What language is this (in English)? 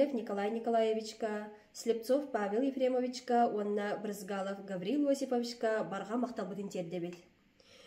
Yakut